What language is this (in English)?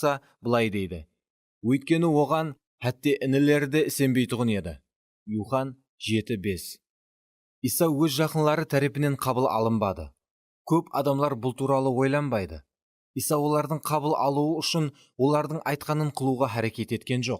Kara-Kalpak